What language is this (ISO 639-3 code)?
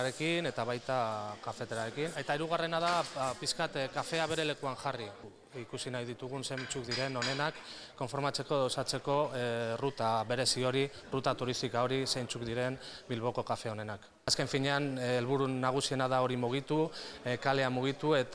eus